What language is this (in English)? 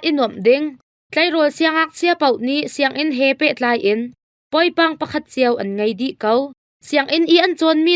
Hakha Chin